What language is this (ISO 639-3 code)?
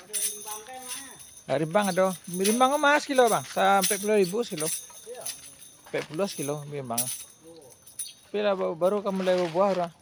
min